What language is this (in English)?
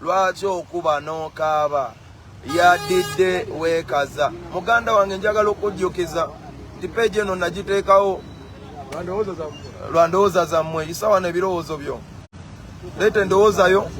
Ganda